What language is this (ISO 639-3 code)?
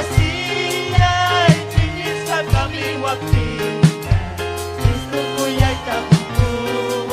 quy